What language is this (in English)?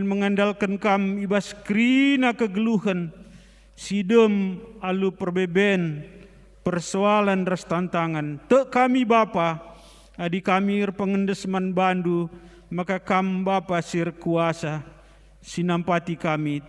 Batak Karo